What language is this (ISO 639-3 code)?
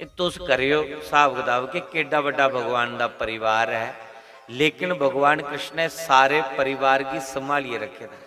doi